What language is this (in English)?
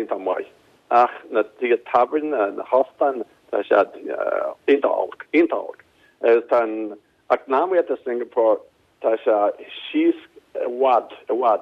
Irish